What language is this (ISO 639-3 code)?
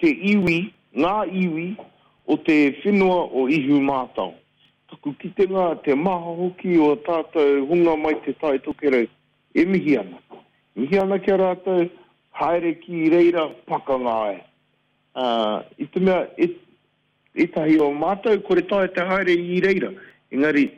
mri